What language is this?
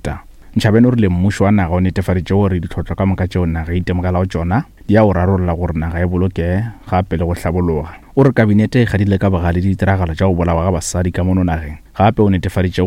Northern Sotho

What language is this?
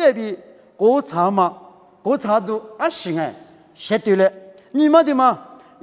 Lisu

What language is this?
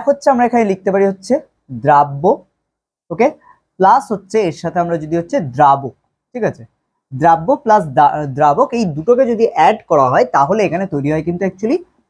Bangla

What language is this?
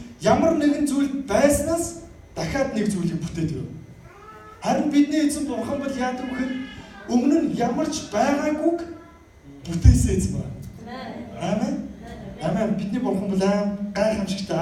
Mongolian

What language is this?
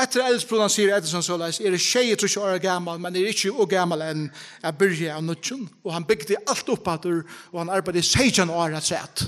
Faroese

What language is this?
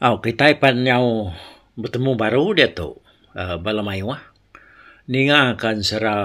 Iban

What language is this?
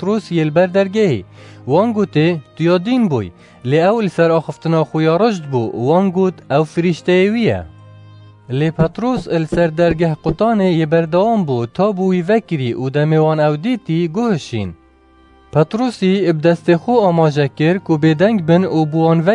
Kurdish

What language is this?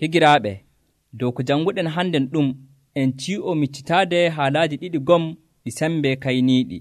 Nigerian Fulfulde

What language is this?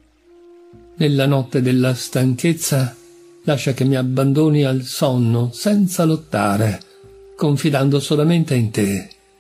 Italian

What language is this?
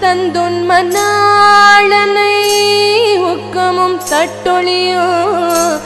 Tamil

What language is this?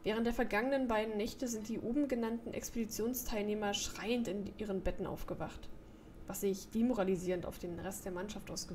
German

